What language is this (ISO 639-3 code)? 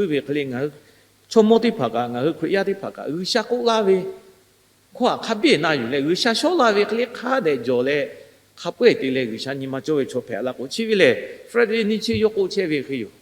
lhu